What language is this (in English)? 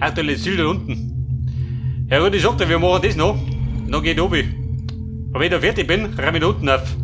Bavarian